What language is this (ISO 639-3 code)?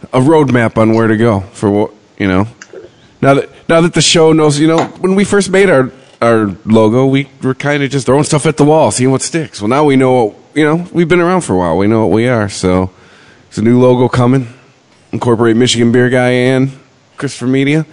eng